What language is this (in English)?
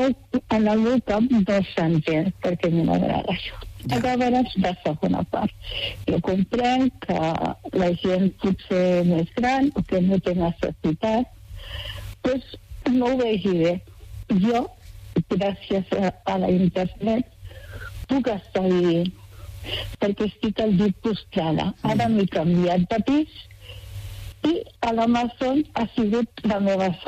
Catalan